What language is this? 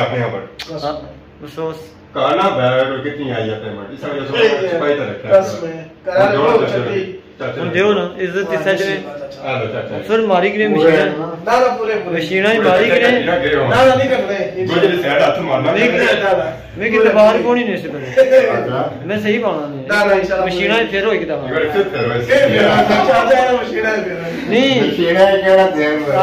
Pahari-Potwari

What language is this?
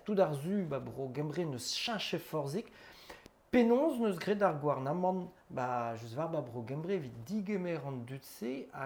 Breton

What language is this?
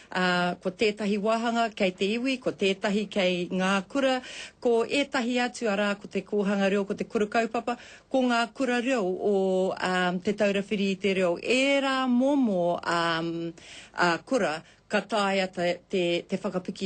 Māori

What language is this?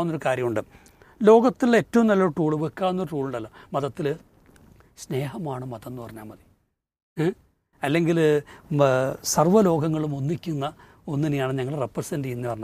Malayalam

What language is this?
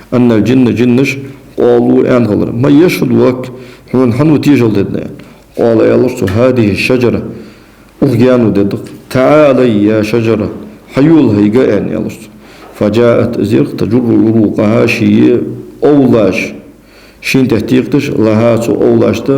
Ingush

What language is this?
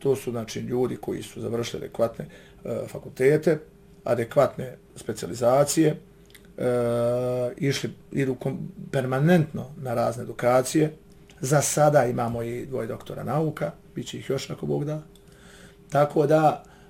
Bosnian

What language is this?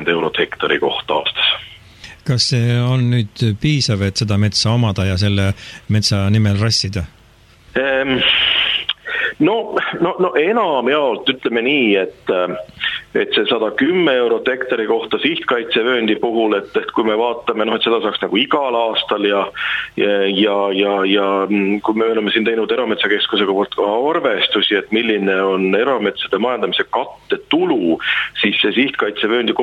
Estonian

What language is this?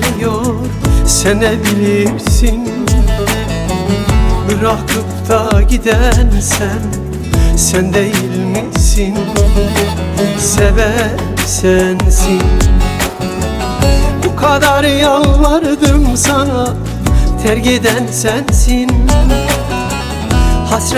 Turkish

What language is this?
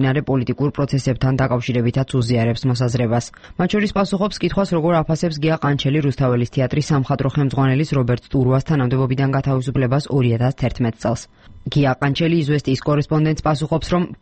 Georgian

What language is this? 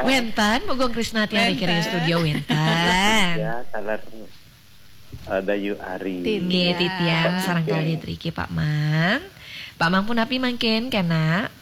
Balinese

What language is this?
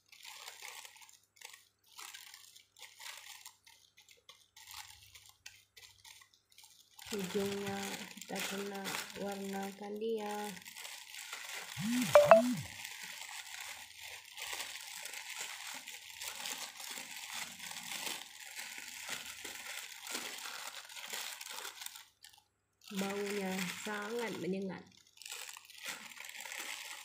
Malay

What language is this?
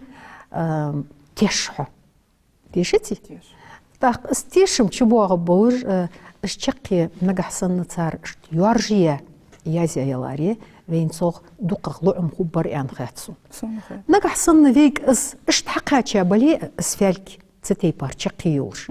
Ingush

